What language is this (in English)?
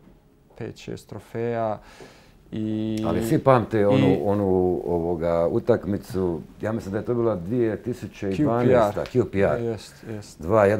Bosnian